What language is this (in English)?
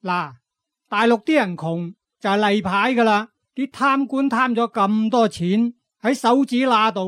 Cantonese